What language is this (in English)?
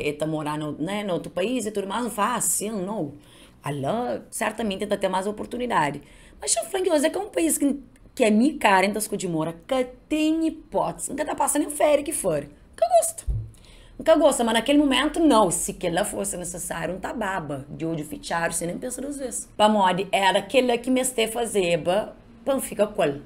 Kabuverdianu